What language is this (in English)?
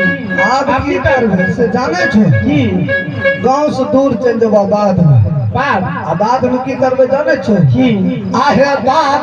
Maithili